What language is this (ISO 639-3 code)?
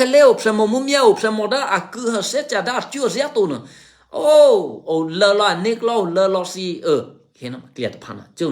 eky